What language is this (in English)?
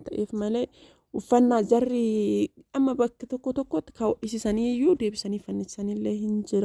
Oromo